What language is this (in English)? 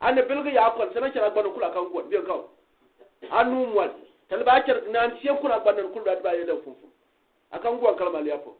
Gourmanchéma